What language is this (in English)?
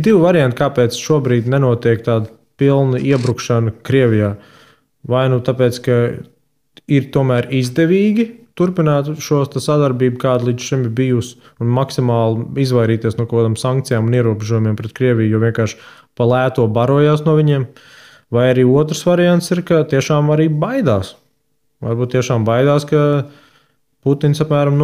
Latvian